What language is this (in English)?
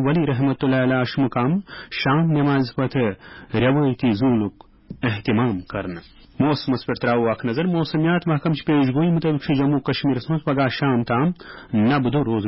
Kashmiri